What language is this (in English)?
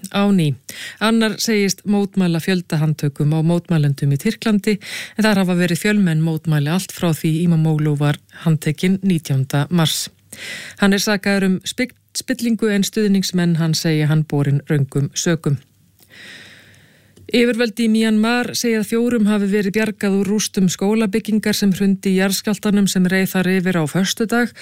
Icelandic